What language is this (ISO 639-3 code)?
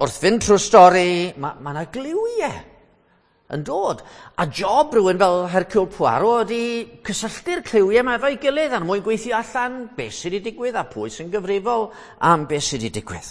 cym